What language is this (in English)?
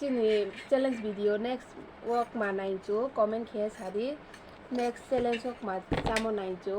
Riang (India)